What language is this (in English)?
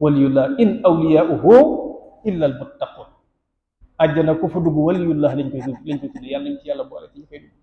Wolof